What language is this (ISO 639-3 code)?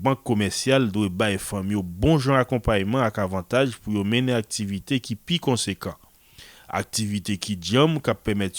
hat